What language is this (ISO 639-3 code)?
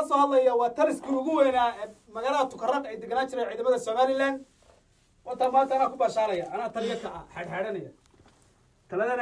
som